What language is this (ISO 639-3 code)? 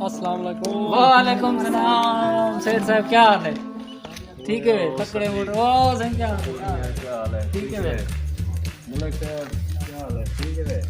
skr